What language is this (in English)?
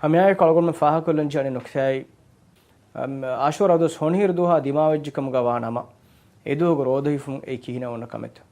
Divehi